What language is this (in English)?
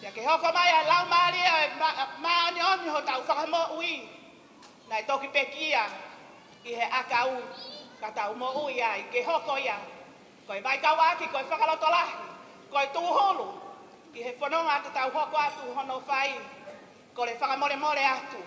Tongan